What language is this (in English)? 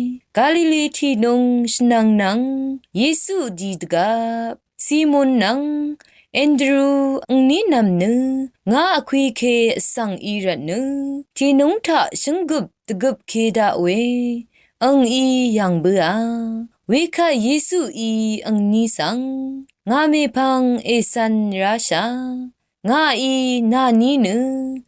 Rawang